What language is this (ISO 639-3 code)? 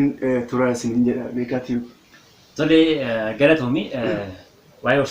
orm